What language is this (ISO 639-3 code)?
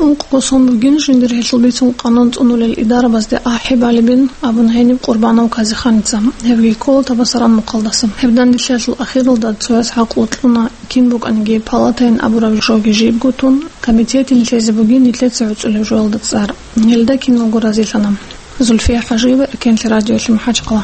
ava